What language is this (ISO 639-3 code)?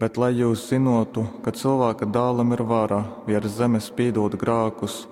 ltg